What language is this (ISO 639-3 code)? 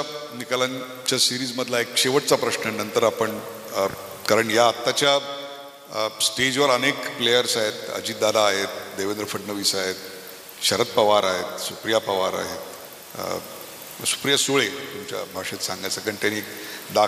mar